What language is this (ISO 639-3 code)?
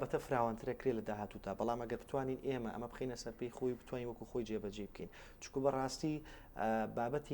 ckb